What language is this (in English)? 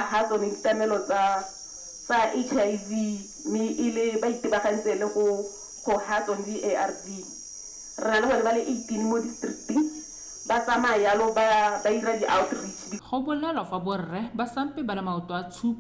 Tswana